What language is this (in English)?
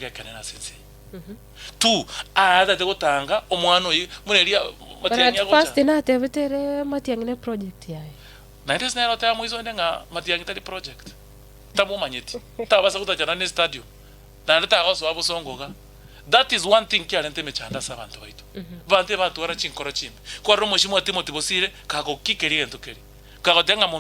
Gusii